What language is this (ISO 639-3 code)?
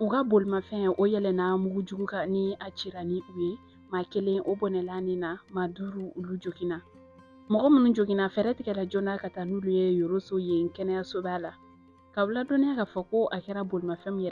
bam